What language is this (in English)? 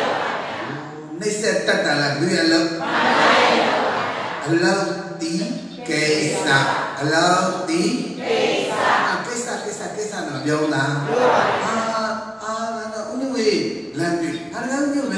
Burmese